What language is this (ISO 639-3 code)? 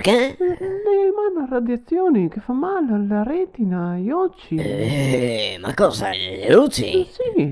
vec